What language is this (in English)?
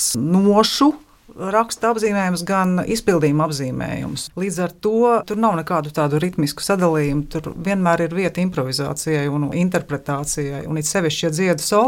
Latvian